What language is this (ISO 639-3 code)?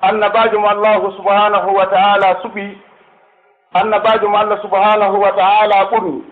fuf